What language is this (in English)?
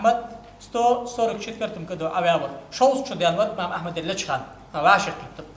Ingush